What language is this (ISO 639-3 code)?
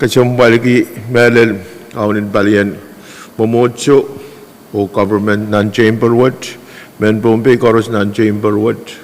pon